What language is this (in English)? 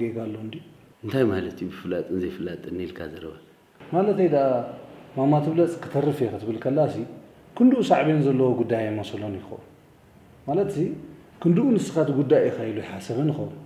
Tigrinya